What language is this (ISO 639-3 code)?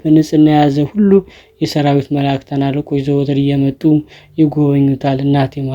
amh